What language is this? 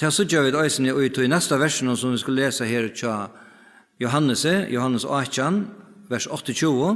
Faroese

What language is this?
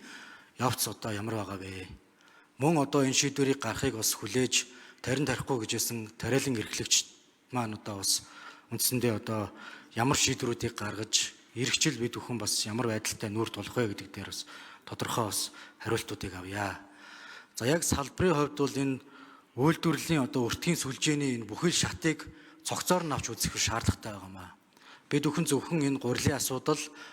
Mongolian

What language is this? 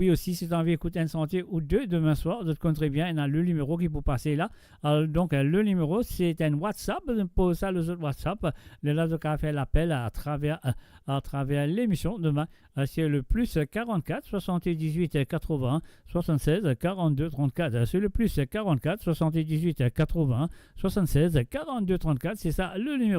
Morisyen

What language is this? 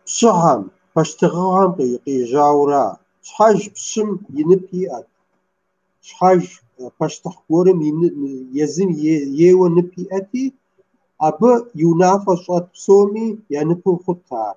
Kabardian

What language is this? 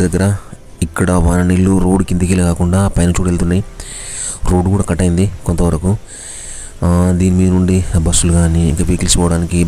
Telugu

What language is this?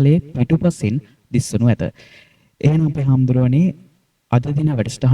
Sinhala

